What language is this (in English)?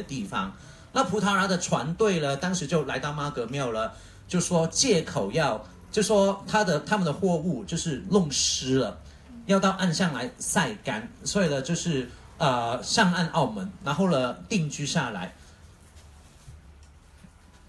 Chinese